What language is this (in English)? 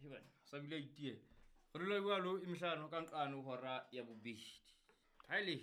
Southern Sotho